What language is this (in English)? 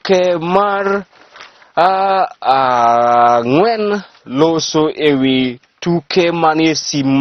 Luo (Kenya and Tanzania)